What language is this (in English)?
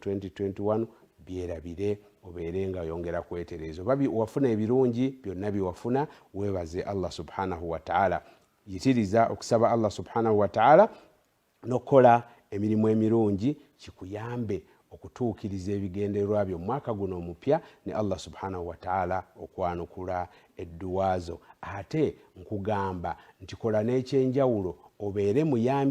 Ganda